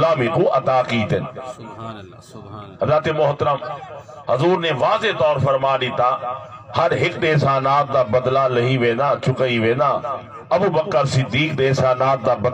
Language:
Saraiki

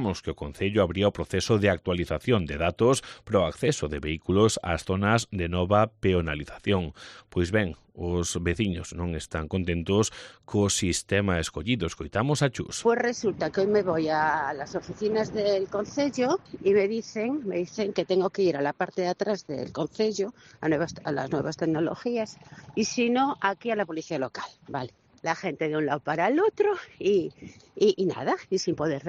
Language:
Galician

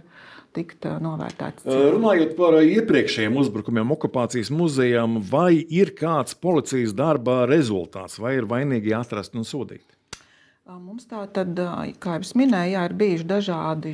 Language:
Latvian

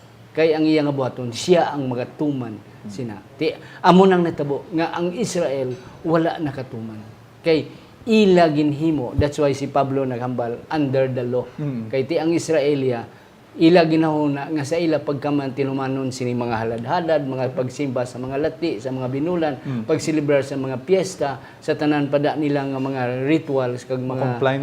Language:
Hiligaynon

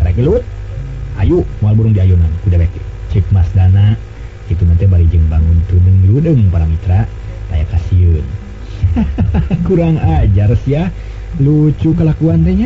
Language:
Sundanese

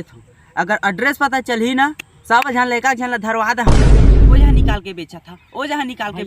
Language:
Chhattisgarhi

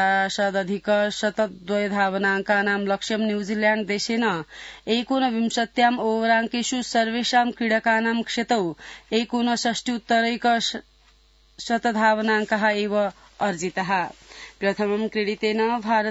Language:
Sanskrit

